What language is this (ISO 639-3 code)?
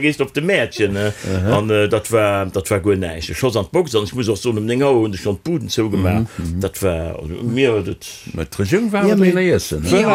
ltz